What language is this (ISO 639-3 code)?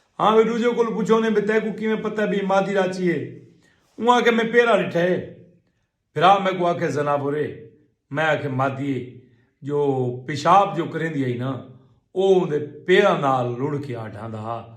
skr